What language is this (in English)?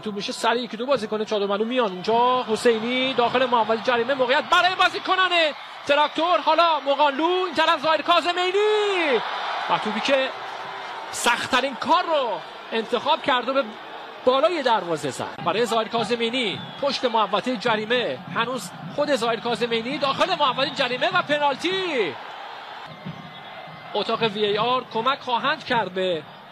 Persian